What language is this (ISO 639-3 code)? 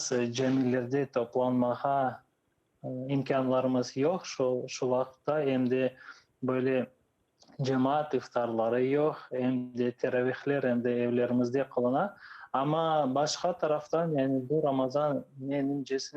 crh